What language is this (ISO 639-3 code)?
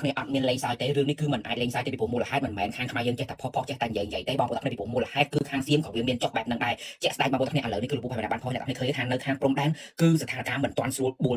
khm